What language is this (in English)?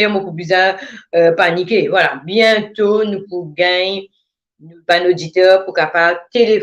Morisyen